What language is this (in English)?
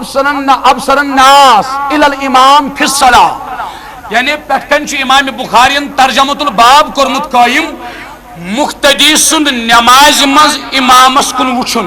Kashmiri